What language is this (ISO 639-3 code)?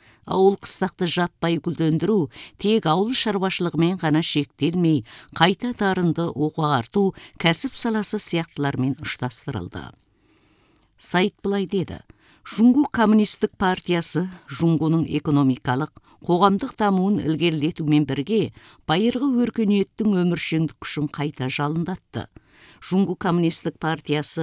kaz